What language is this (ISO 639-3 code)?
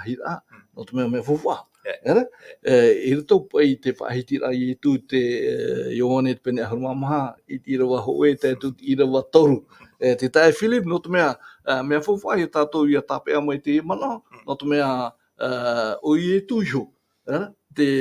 tah